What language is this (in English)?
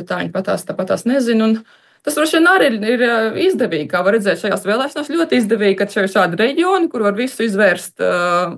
Latvian